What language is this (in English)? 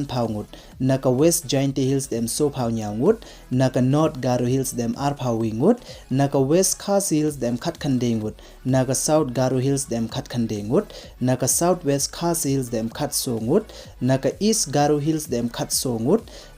Pnar